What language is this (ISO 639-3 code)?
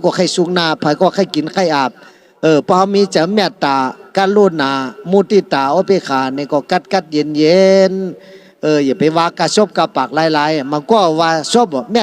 shn